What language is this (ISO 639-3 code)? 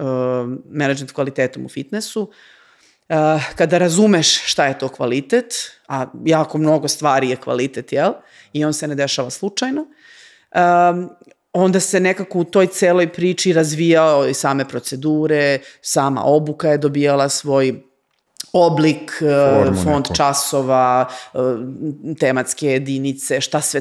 srp